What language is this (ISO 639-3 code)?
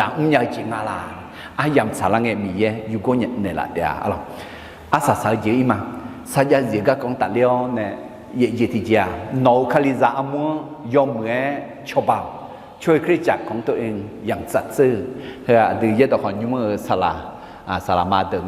ahk